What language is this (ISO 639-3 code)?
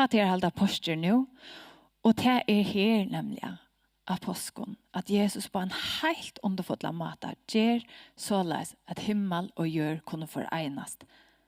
fao